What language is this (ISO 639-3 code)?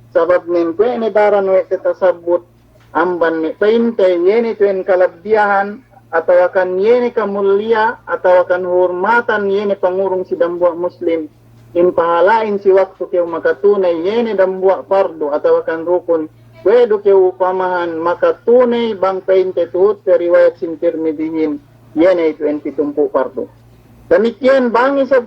yka